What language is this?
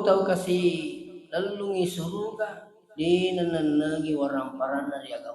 Buginese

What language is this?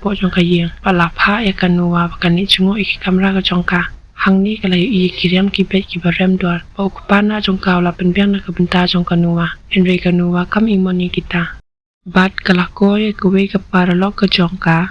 Khasi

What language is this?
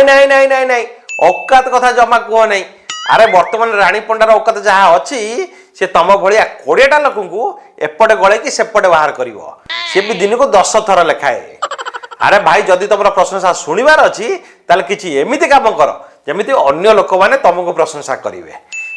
Odia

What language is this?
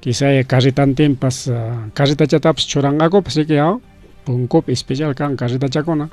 Ayacucho Quechua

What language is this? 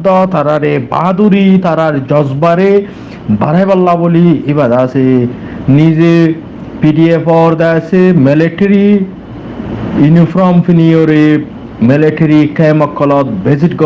Rohingya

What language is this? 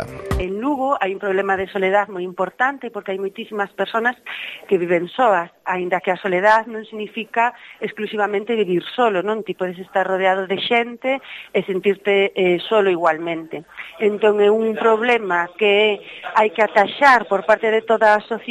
Galician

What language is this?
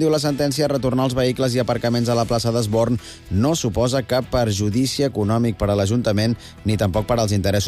Catalan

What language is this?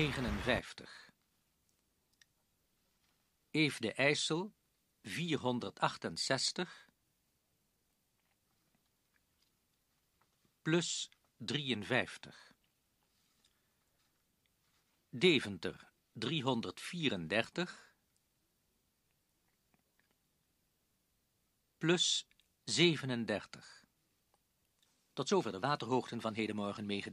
Dutch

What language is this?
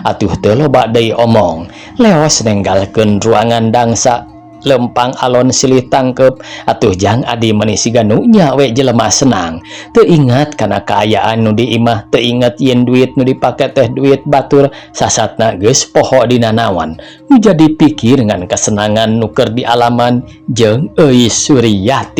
Sundanese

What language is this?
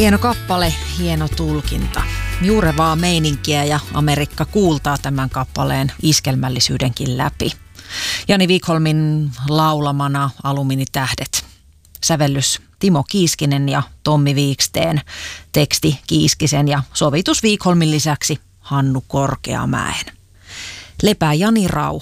Finnish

